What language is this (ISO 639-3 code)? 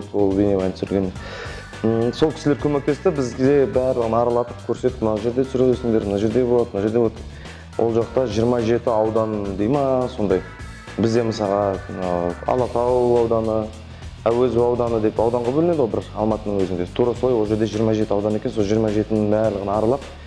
kaz